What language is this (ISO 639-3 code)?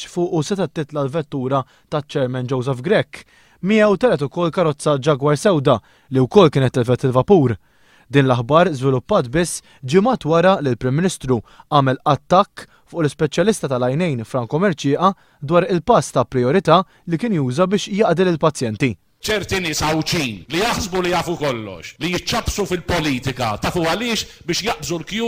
mlt